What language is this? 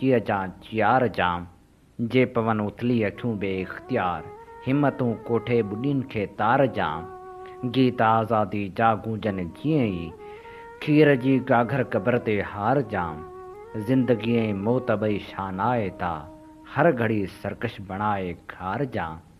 Sindhi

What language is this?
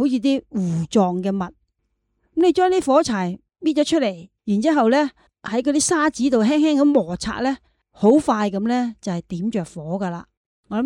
Cantonese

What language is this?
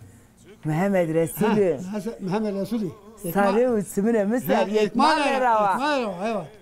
Zaza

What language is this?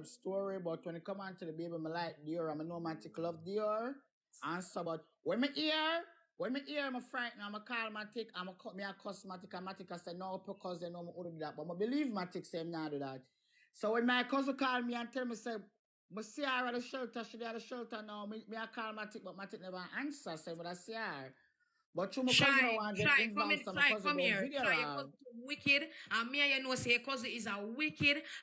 Jamaican Creole English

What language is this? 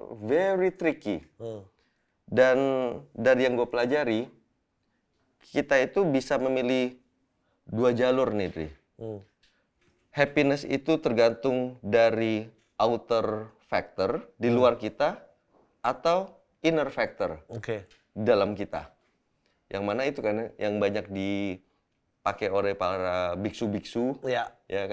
Indonesian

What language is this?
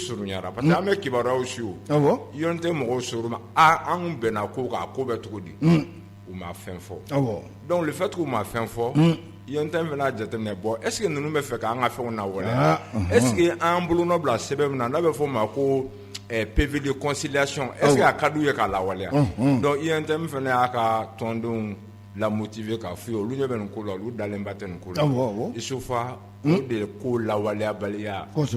Bambara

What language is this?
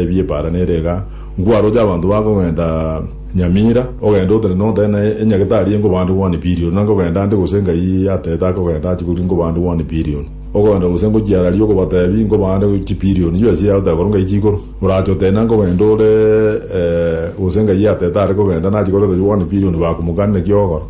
Gusii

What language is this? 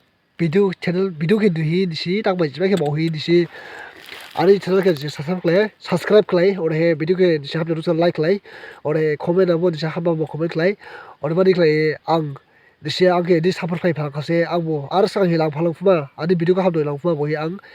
Dimasa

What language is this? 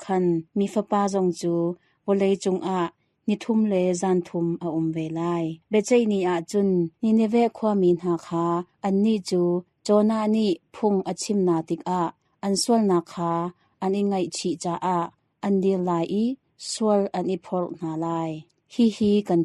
Hakha Chin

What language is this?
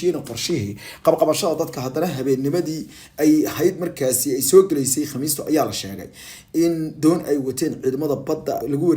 Somali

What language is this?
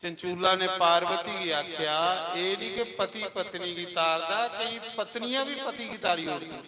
Dogri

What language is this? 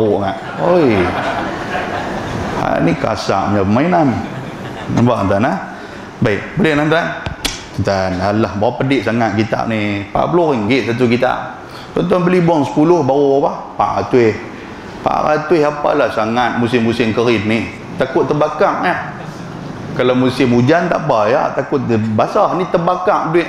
Malay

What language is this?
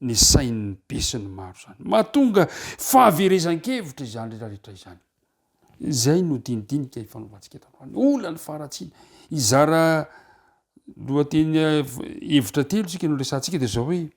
Malagasy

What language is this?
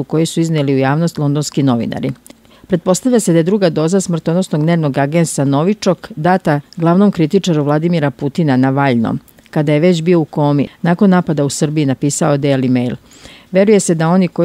Serbian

